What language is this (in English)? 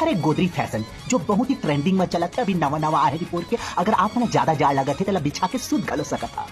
Chhattisgarhi